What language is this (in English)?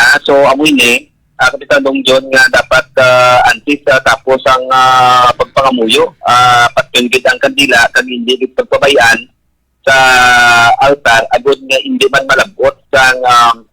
Hiligaynon